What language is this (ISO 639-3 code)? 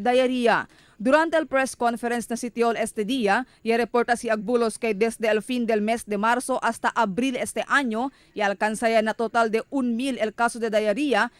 cbk